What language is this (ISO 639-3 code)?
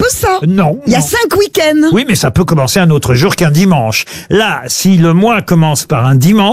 fra